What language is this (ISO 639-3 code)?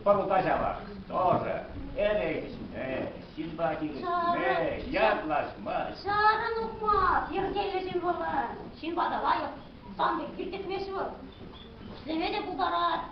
chv